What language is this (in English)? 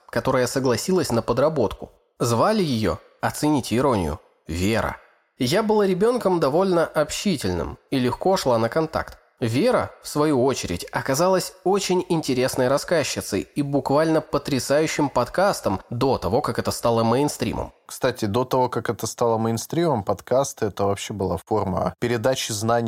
Russian